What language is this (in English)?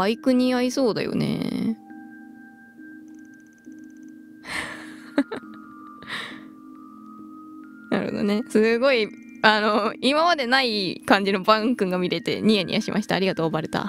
Japanese